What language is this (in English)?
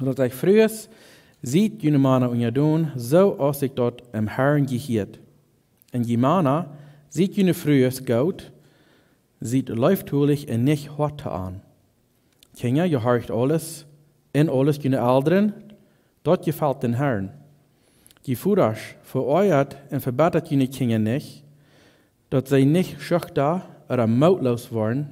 Plautdietsch